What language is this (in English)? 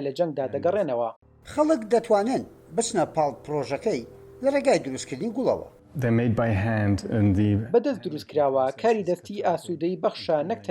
Central Kurdish